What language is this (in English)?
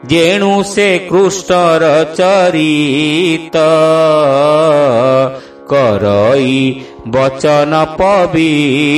Odia